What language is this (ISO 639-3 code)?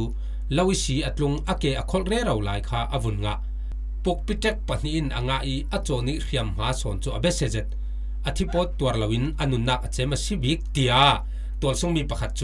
cfm